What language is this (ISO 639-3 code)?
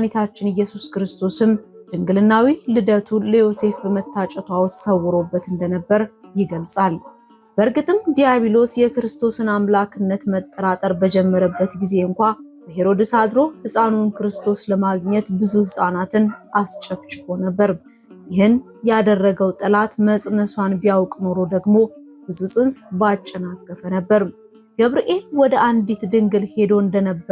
amh